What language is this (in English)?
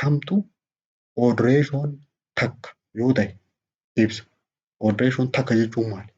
Oromo